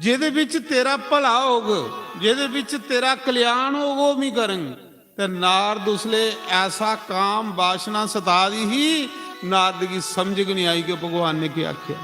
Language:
Dogri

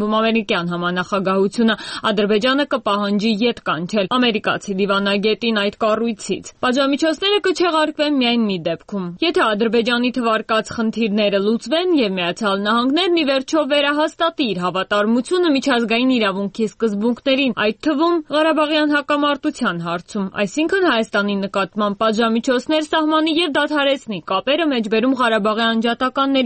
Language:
Armenian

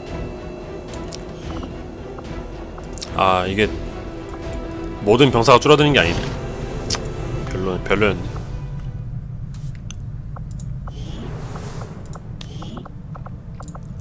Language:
Korean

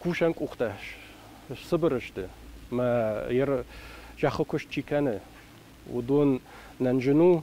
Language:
Ossetic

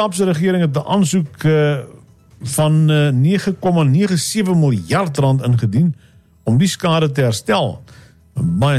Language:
Afrikaans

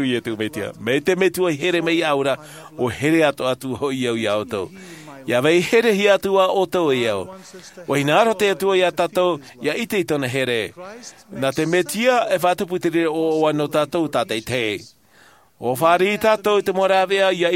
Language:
Tahitian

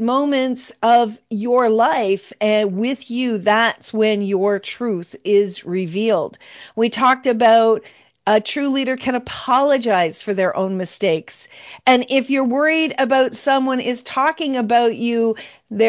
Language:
English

